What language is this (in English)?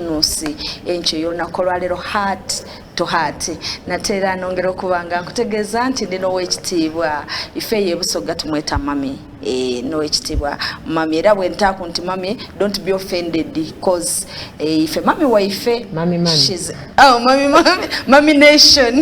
Soga